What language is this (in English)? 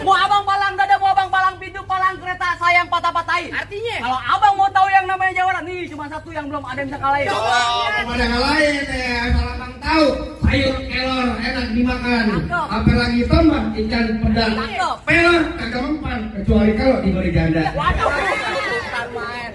Betawi